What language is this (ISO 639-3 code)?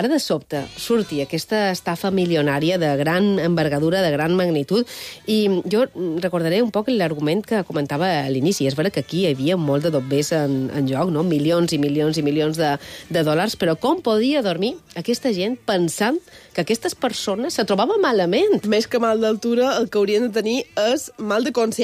cat